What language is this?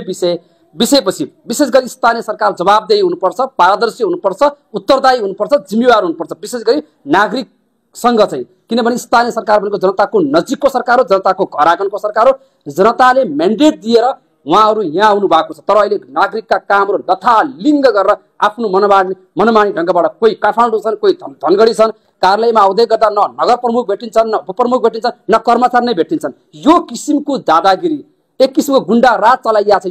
Nepali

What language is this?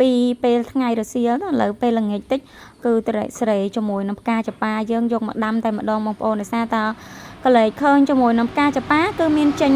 Khmer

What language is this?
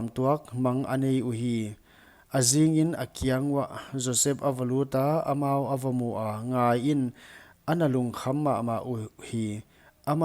Paite Chin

